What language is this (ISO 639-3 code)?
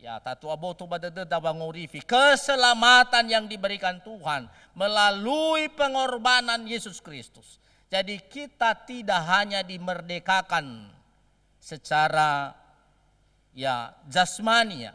nia